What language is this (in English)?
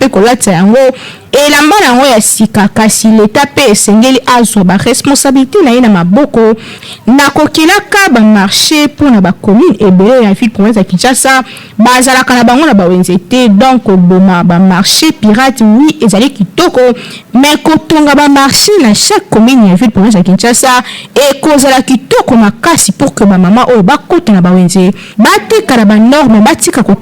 Lingala